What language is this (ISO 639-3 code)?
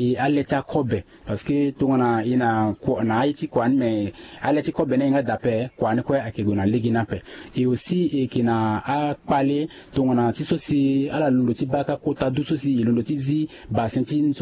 sag